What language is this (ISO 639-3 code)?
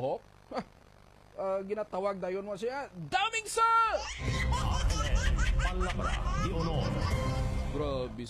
hil